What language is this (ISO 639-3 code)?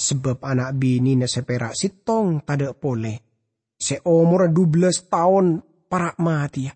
mad